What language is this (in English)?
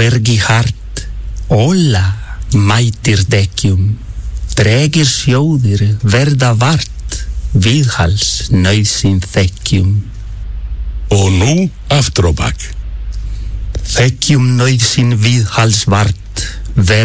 Icelandic